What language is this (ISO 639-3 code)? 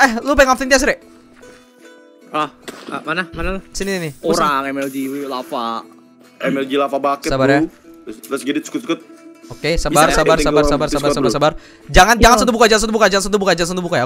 ind